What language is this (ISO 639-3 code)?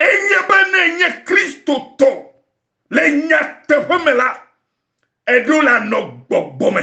ewe